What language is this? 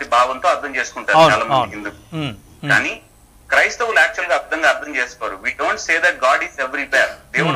Telugu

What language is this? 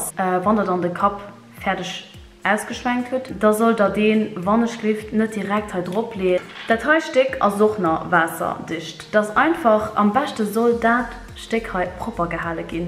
Luxembourgish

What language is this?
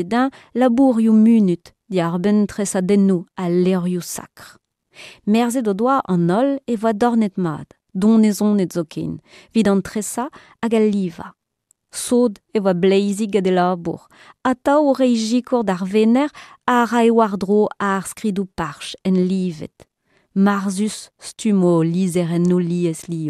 Breton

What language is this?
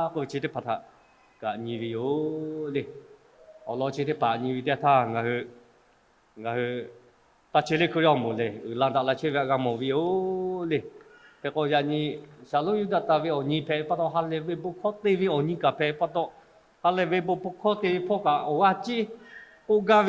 Lahu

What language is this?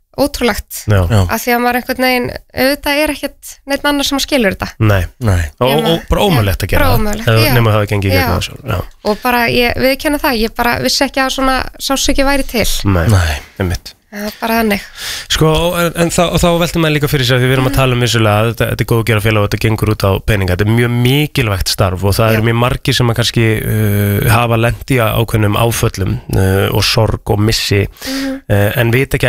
Icelandic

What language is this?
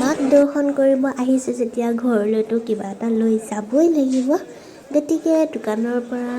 Assamese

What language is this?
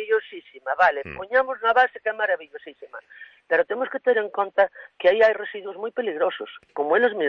Galician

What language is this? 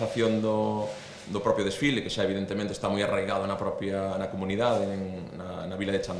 Galician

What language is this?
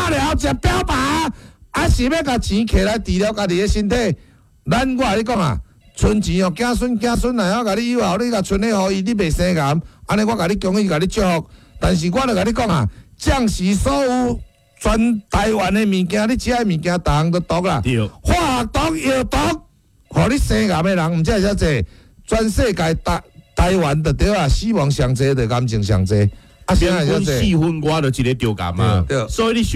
Min Nan Chinese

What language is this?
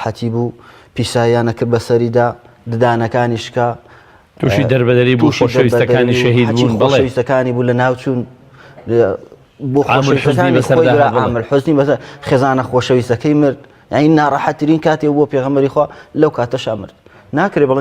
Central Kurdish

